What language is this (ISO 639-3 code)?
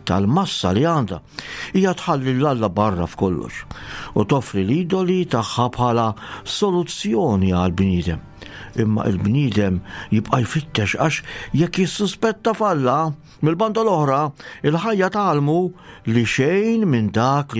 mlt